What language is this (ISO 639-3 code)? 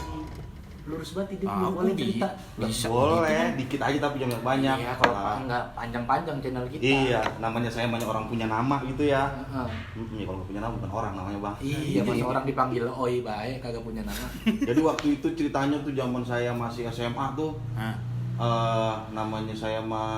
bew